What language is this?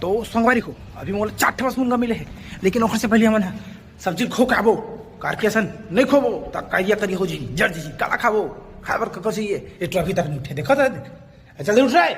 Chhattisgarhi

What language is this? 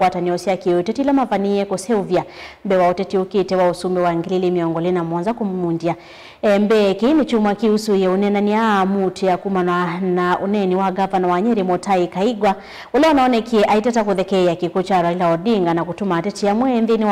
Kamba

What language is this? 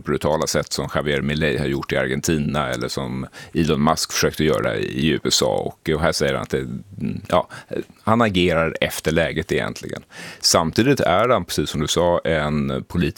Swedish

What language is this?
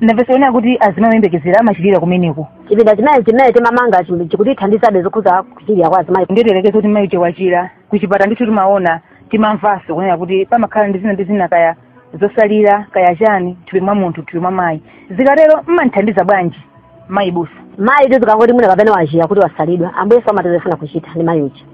Nyanja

